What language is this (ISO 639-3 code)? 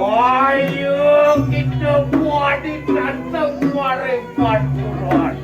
ban